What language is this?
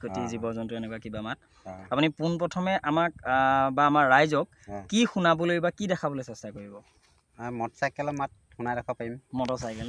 Assamese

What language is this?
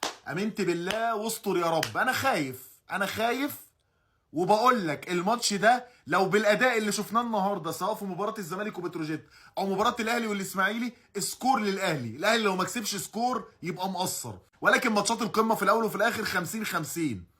Egyptian Arabic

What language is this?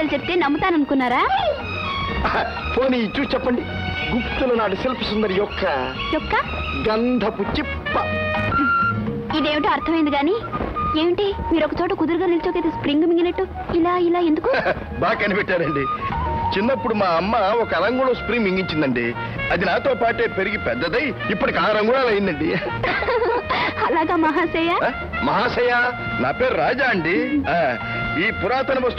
Telugu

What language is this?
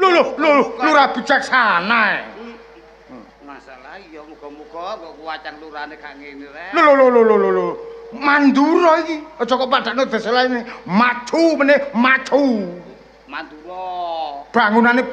Javanese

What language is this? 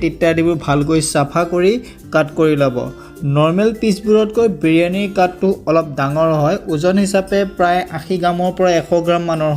Assamese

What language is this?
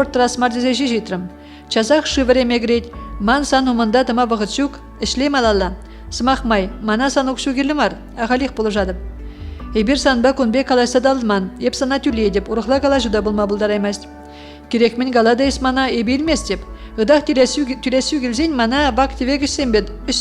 Chuvash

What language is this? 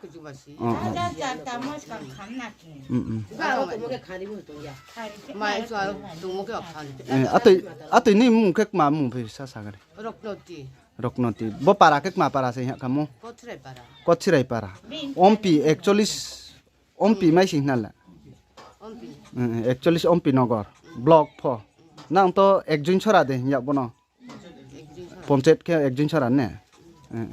Riang (India)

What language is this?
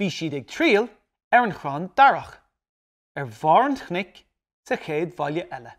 Irish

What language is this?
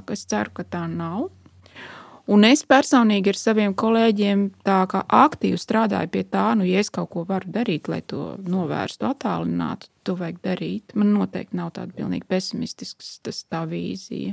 Latvian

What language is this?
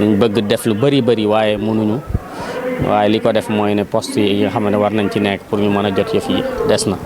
Wolof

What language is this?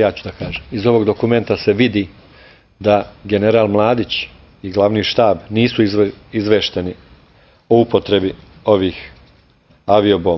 Serbian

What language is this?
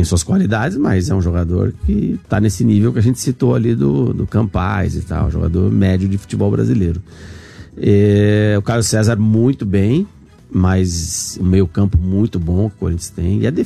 Portuguese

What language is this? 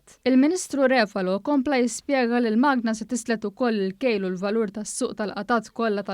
Maltese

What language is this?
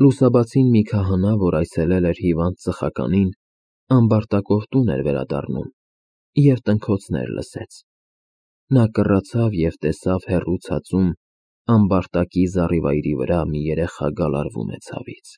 Armenian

